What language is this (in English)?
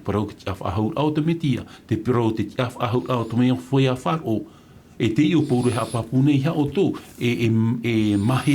Tahitian